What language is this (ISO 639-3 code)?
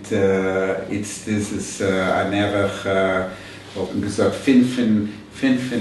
yid